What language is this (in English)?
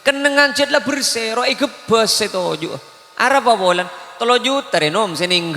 Madurese